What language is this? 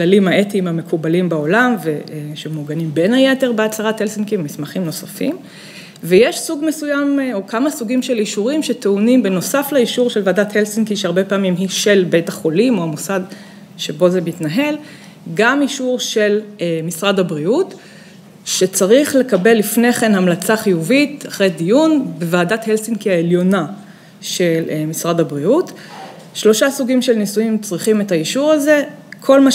Hebrew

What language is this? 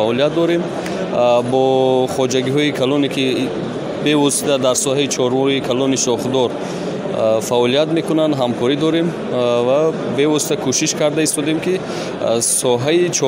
Tajik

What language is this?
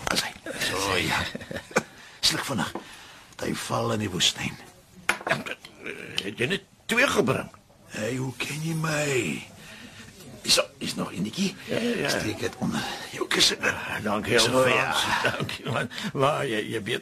Afrikaans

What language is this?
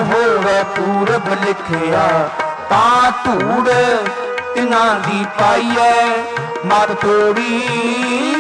Punjabi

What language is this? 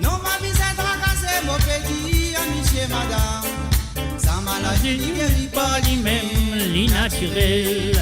Morisyen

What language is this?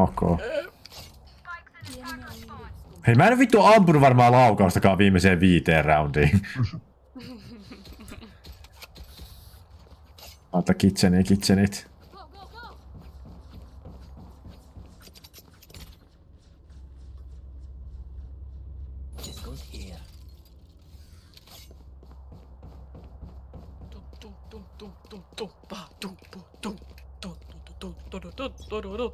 Finnish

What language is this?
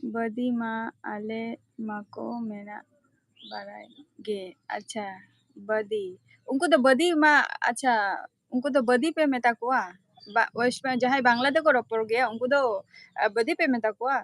Santali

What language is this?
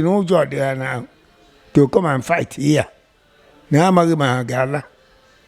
Igbo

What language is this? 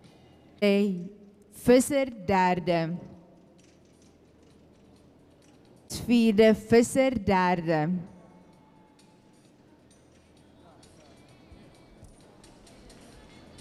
Afrikaans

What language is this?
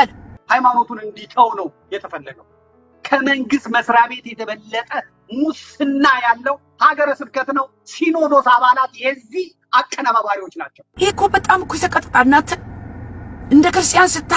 Amharic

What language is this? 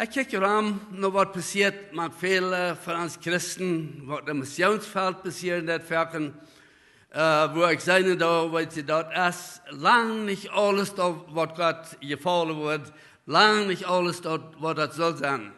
Plautdietsch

